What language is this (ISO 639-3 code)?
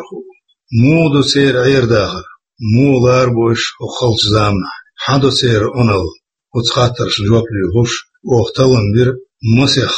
che